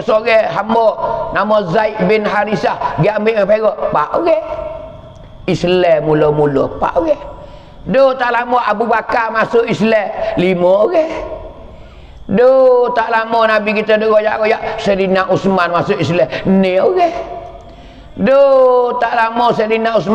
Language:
Pattani Malay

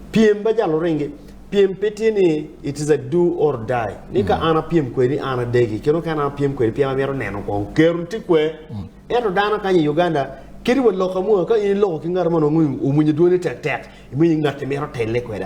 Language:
Acoli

